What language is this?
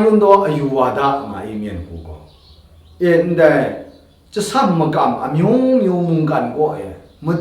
Kachin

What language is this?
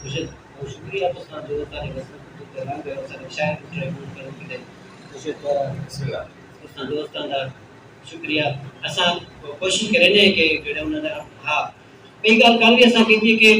Saraiki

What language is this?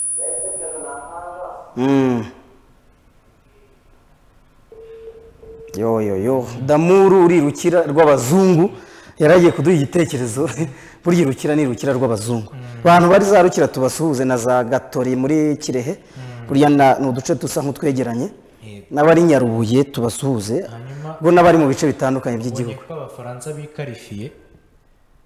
Kinyarwanda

